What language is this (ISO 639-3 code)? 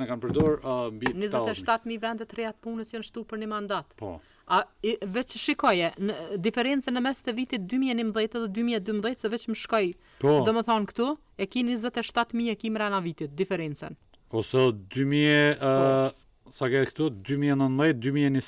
sqi